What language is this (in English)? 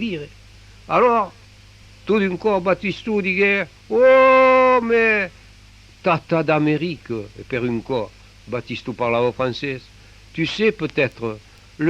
Occitan